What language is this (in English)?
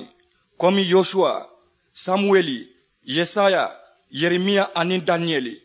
Mandingo